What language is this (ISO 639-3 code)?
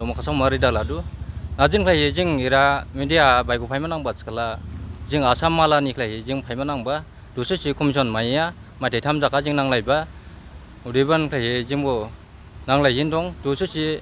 dis